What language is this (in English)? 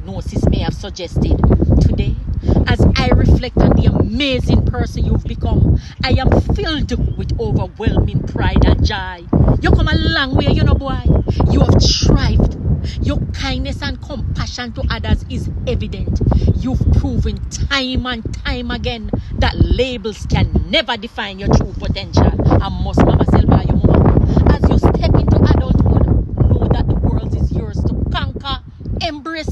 Jamaican Creole English